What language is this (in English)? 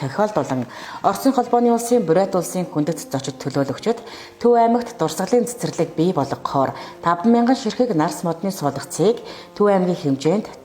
Mongolian